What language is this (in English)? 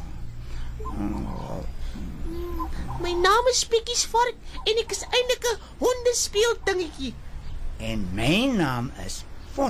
Afrikaans